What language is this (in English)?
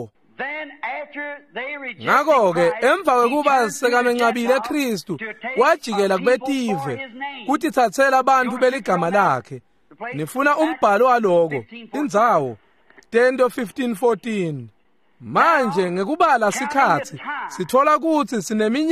Swati